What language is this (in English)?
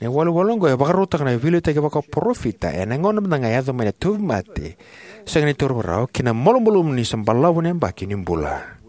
Fijian